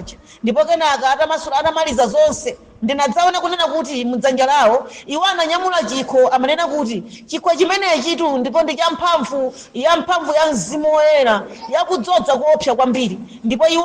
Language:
Nyanja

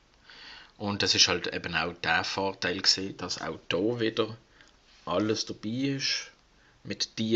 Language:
Swiss German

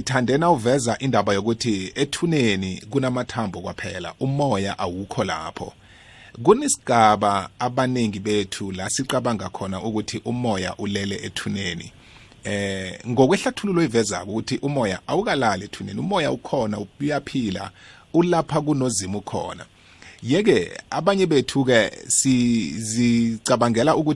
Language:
South Ndebele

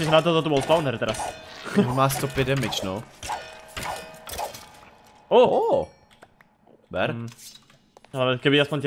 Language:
Czech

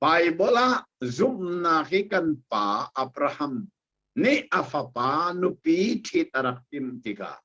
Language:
Hakha Chin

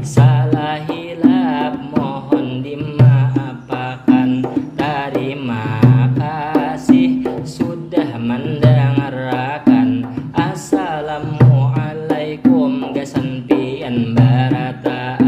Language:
Banjar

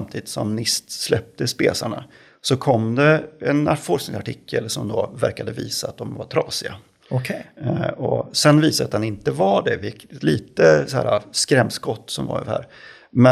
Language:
Swedish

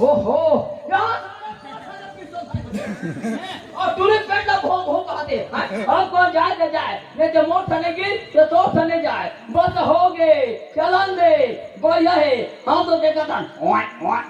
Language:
Chhattisgarhi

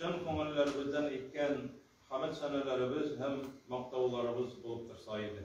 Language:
Tatar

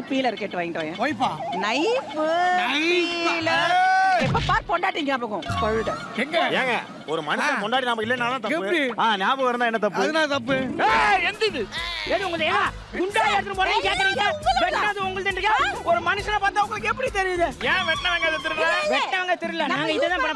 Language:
Tamil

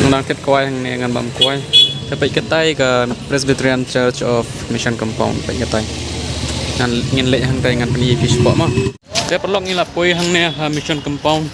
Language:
Khasi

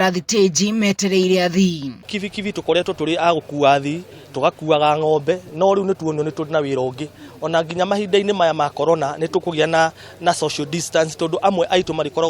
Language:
Kikuyu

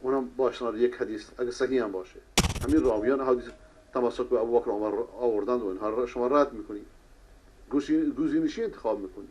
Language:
Persian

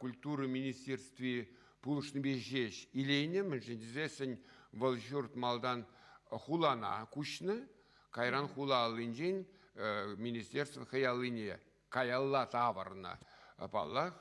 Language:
Chuvash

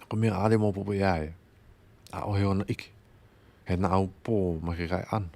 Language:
Hawaiian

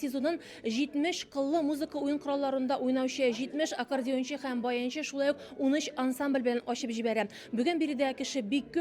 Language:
Tatar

